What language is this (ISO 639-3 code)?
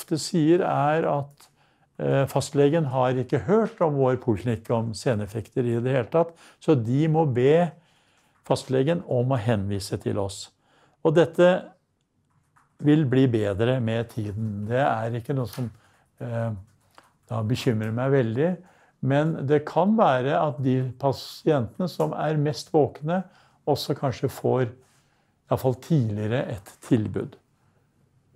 nor